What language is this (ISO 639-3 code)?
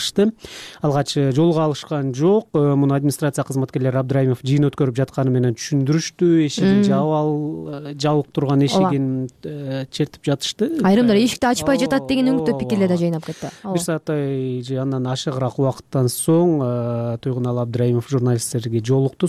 kir